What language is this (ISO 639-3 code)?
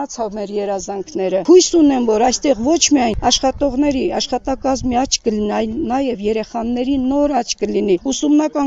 hye